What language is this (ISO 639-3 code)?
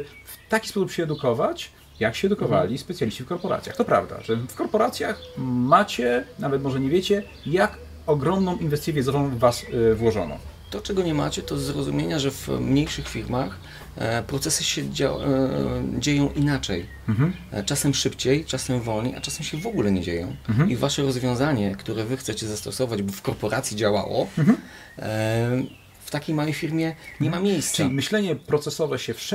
pol